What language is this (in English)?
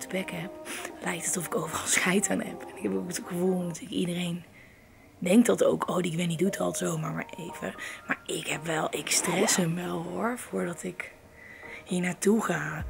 Dutch